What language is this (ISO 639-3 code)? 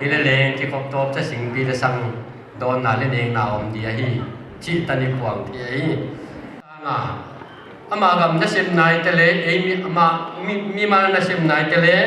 pck